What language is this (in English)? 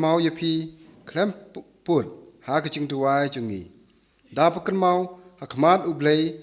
Khasi